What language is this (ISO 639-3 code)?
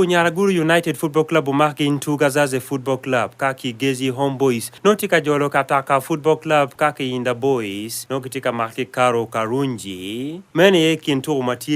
ach